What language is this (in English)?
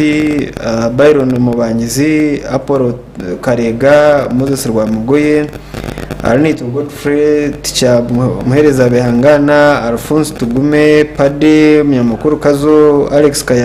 Nyankole